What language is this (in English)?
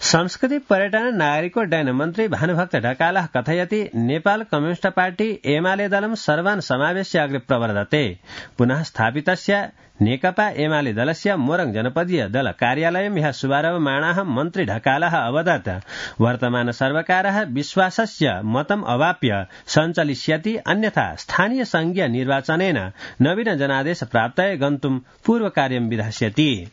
Sanskrit